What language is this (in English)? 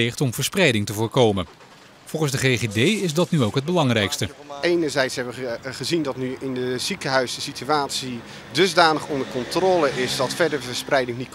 Dutch